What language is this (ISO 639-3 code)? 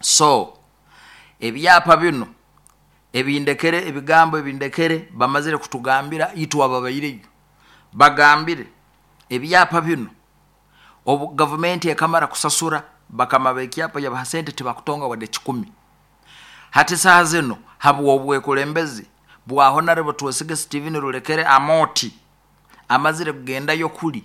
nyo